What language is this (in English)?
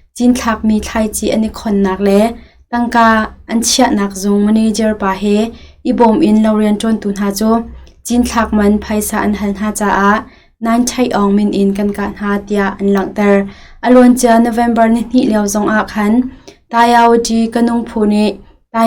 Hakha Chin